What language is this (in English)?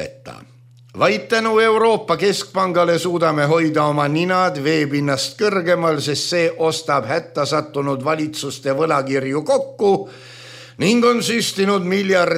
Estonian